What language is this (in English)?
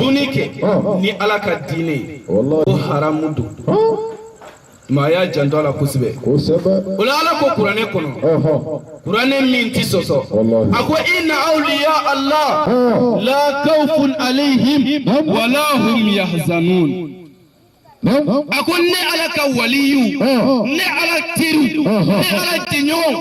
Bambara